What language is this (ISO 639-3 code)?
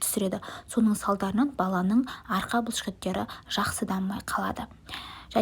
kaz